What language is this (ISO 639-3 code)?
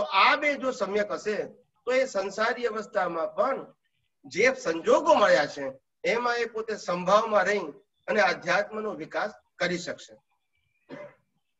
guj